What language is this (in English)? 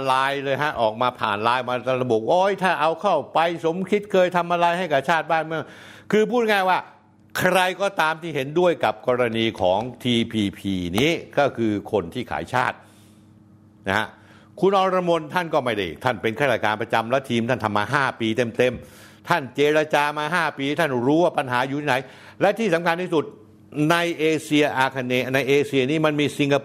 Thai